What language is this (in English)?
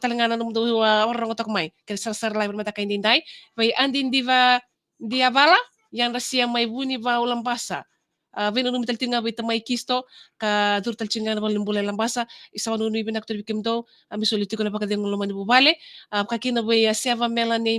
Fijian